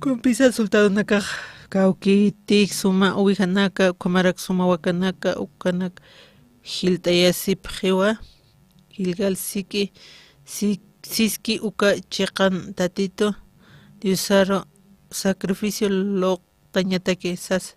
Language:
Aymara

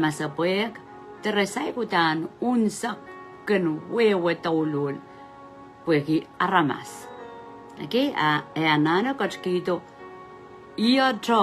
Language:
Pohnpeian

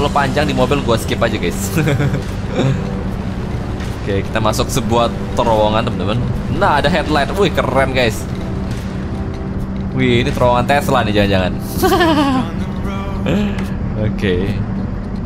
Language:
Indonesian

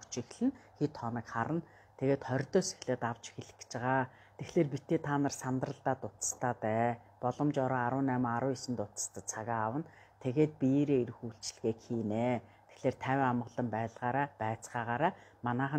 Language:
Mongolian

